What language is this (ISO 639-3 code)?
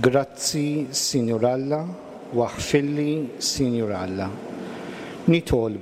mlt